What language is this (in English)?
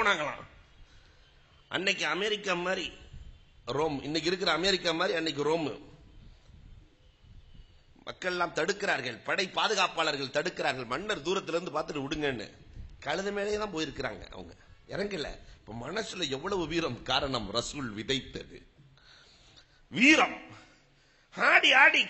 Tamil